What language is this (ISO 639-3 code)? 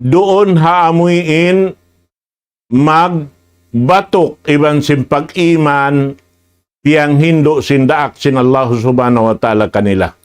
tsg